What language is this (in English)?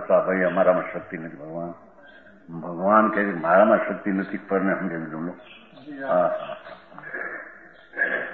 Gujarati